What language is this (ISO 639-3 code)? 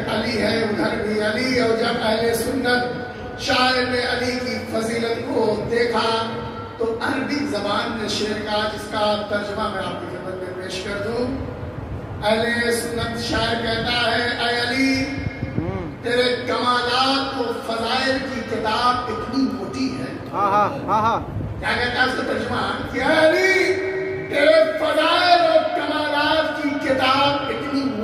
urd